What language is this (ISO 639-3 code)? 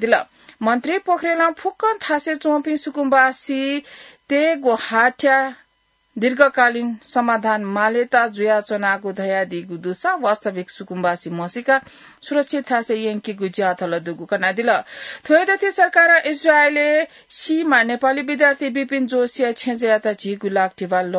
new